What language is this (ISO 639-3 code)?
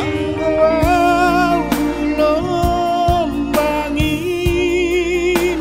bts